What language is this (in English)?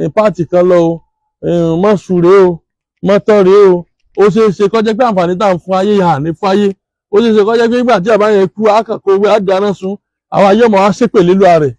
Yoruba